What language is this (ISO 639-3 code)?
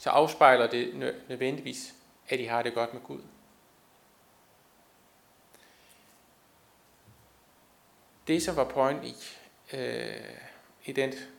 dan